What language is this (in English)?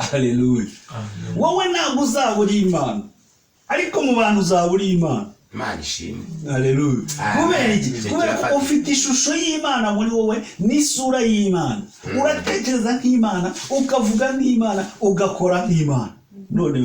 Kinyarwanda